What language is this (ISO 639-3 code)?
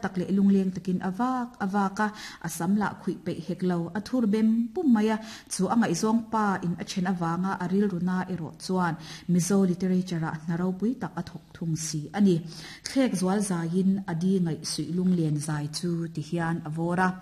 lus